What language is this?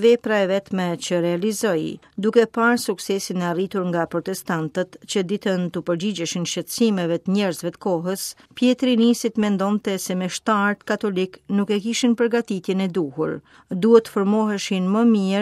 Albanian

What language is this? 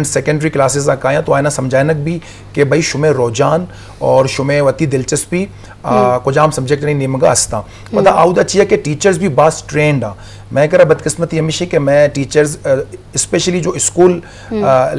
Baluchi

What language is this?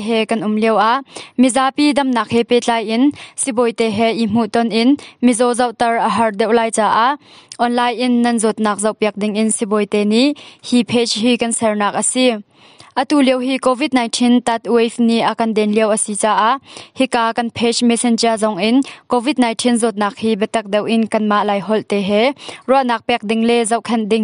Hakha Chin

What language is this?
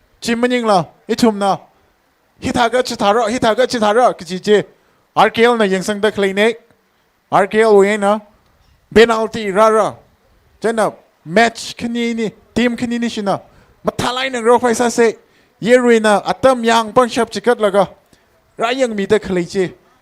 Tangkhul Naga (India)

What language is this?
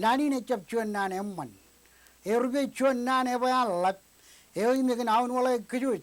Marshallese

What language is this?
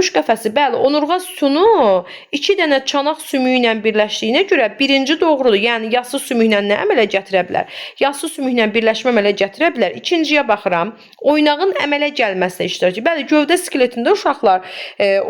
Azerbaijani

